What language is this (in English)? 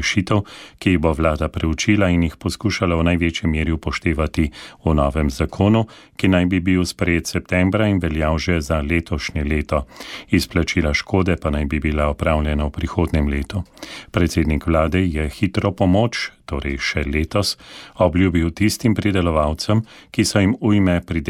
Slovenian